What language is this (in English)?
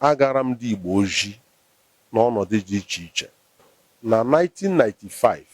Igbo